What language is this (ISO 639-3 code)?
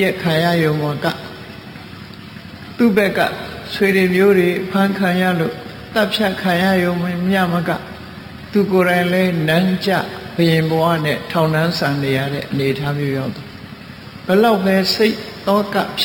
mya